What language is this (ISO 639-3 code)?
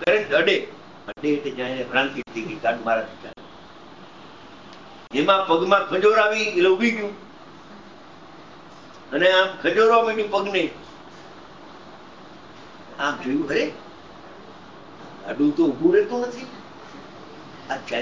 guj